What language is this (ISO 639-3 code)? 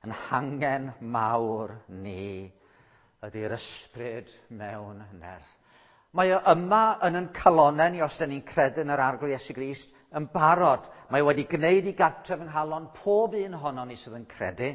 cym